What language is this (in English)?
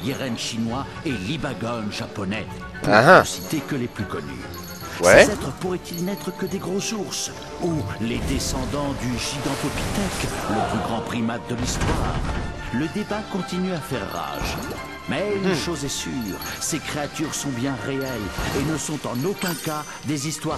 French